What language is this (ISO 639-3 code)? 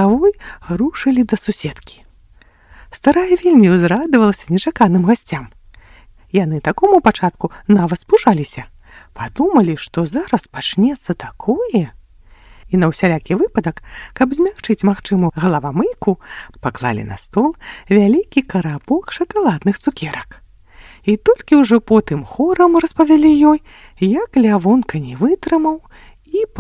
bel